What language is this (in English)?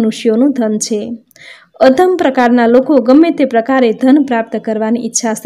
Gujarati